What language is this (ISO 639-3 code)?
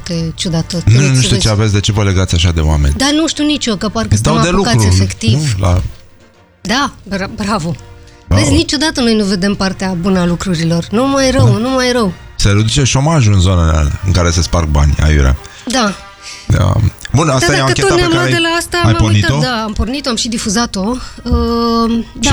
ron